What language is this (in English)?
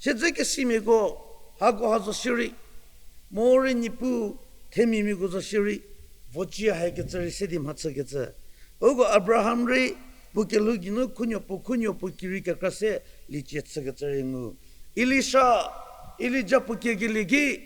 Angami Naga